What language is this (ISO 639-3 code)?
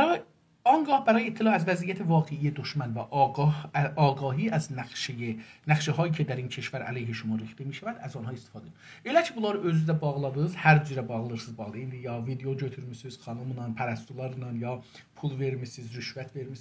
azb